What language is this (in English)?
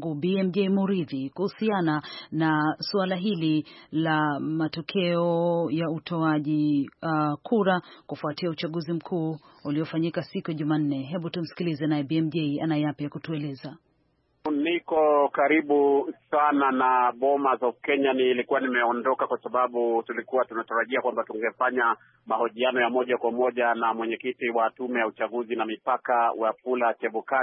Swahili